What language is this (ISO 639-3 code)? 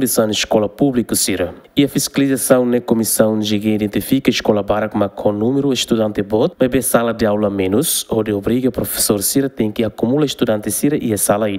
tet